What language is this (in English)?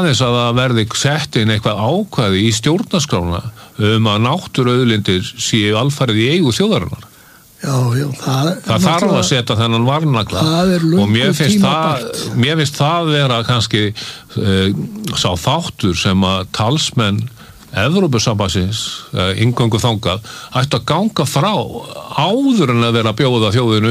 Icelandic